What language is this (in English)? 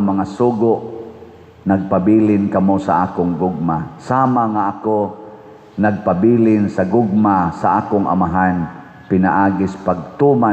Cebuano